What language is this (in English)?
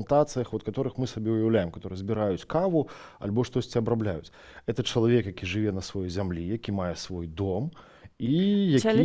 Belarusian